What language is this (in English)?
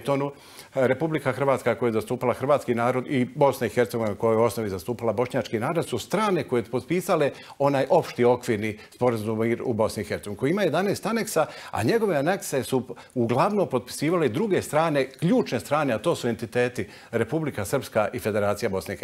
Bosnian